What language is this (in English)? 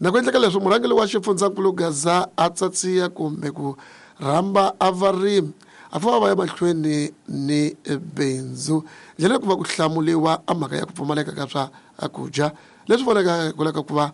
Tsonga